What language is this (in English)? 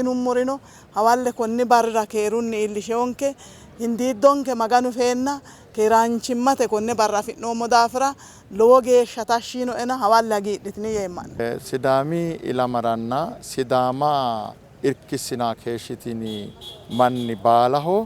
Sidamo